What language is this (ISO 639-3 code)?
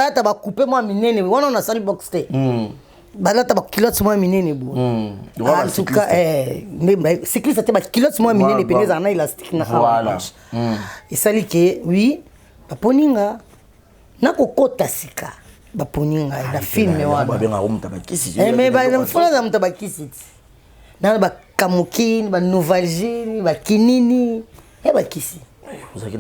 lin